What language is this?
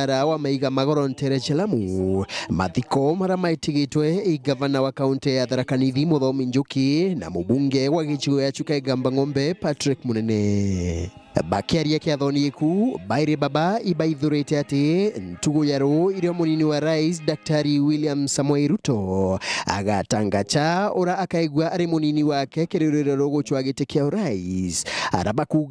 Meru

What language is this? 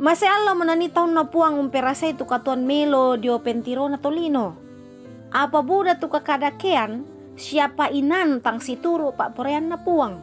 Toraja-Sa'dan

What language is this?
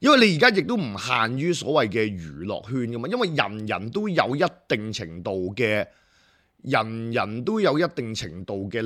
Cantonese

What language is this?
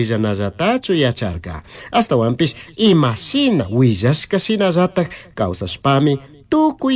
Chimborazo Highland Quichua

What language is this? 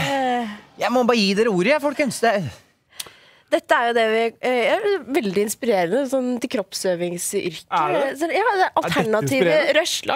Norwegian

